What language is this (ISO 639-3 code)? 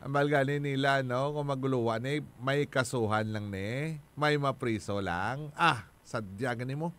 hil